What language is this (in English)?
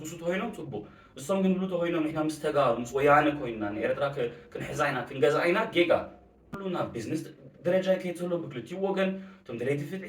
Tigrinya